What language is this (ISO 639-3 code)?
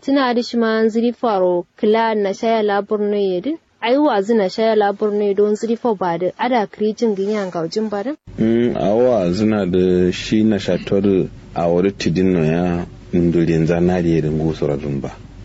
kau